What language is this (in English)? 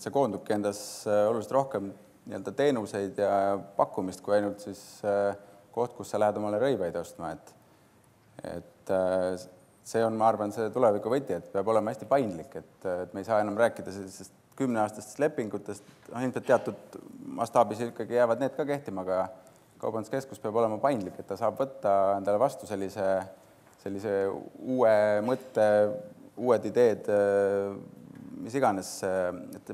Estonian